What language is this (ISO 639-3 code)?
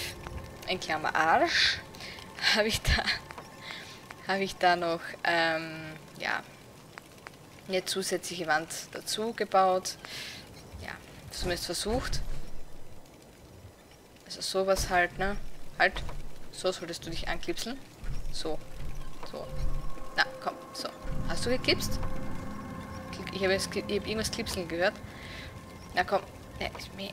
deu